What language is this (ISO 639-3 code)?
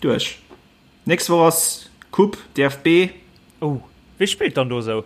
ltz